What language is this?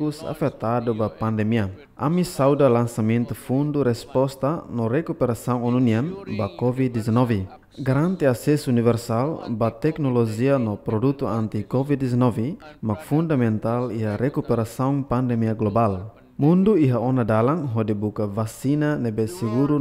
Tetum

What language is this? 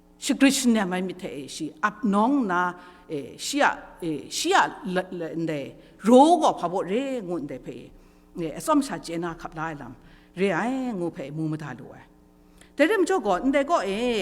Kachin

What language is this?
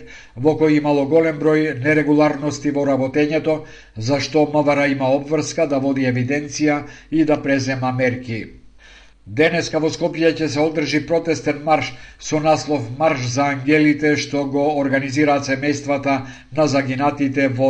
Macedonian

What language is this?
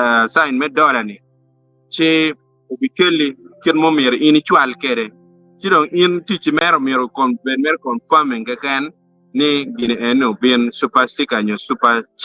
Acoli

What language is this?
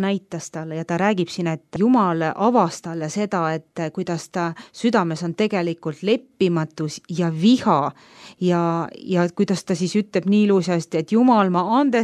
Estonian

